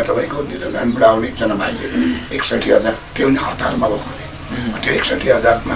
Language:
Nepali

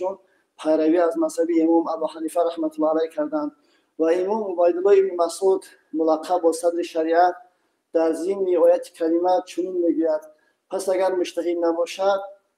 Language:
Tajik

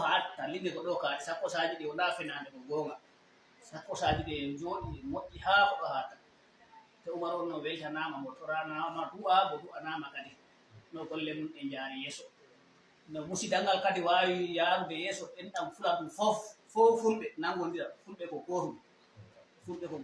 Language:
Fula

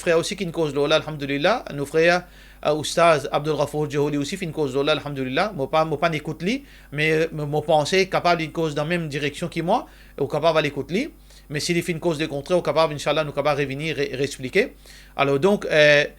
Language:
Morisyen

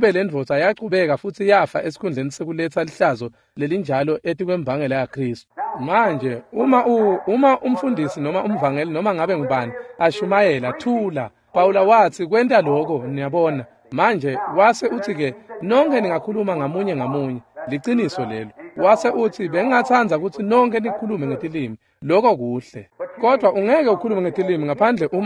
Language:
Swati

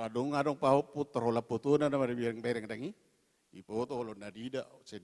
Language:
Batak Toba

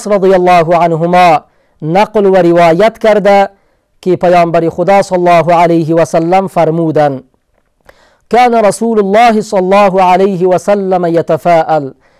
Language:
Persian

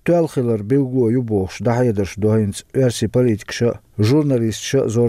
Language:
Chechen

